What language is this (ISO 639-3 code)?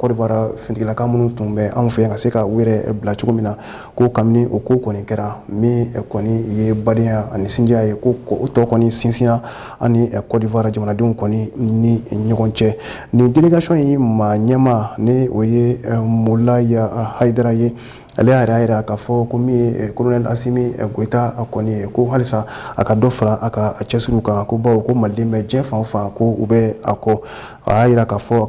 bam